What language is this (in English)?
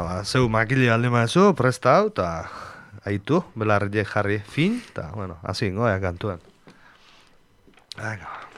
Basque